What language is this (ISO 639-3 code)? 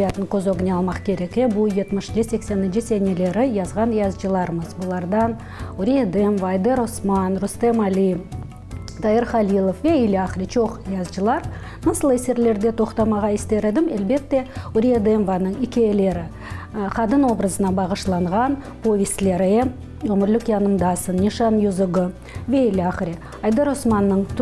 crh